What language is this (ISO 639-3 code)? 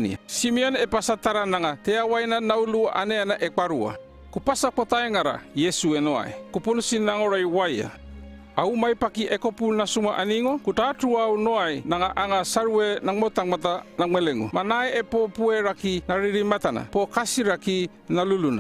llp